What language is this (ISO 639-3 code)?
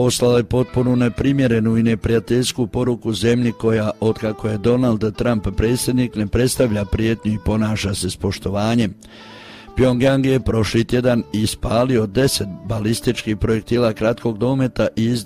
hrv